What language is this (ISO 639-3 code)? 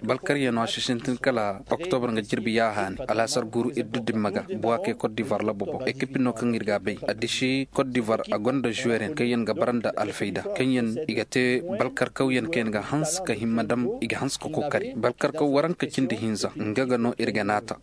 dje